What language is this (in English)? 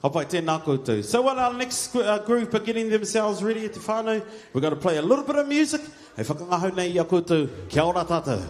Māori